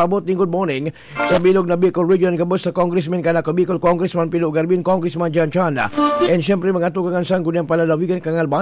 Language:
Bikol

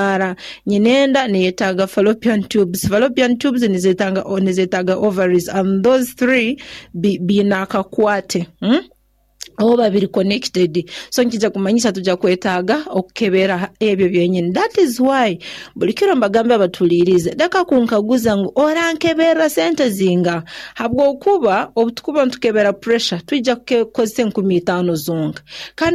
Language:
Nyoro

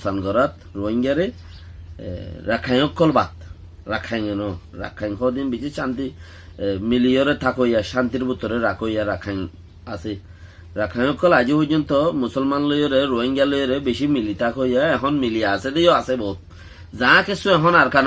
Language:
Rohingya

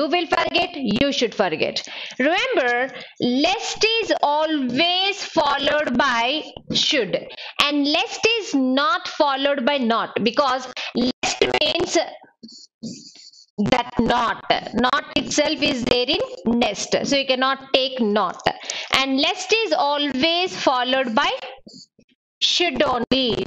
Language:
English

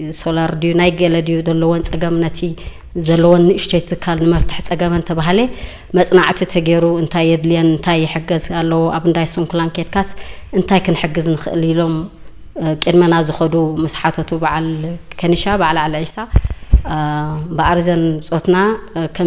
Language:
Tigrinya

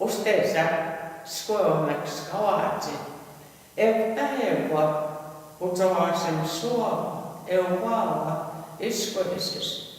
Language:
Plains Cree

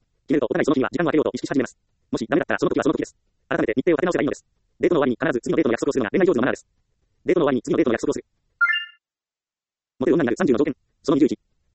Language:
Japanese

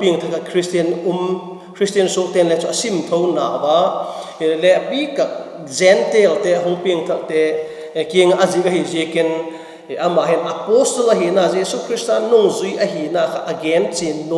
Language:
Vaiphei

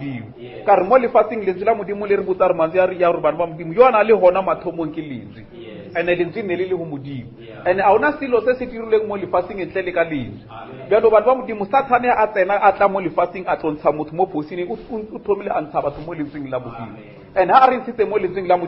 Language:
Northern Sotho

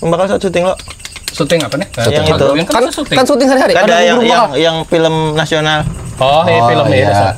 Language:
Banjar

